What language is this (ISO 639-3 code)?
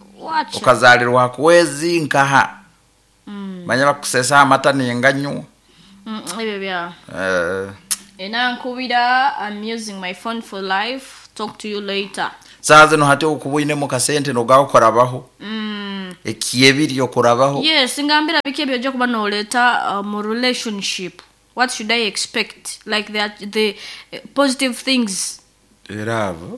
nyo